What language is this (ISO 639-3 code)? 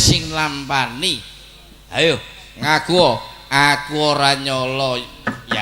jav